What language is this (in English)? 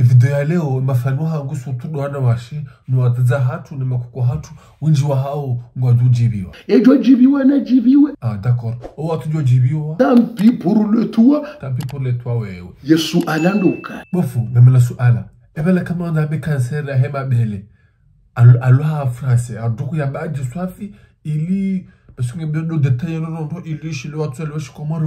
Ngazidja Comorian